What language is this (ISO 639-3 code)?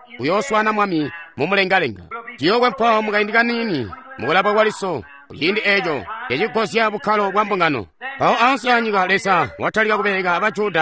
toi